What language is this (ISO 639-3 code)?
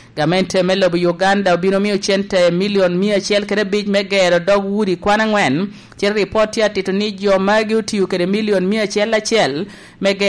laj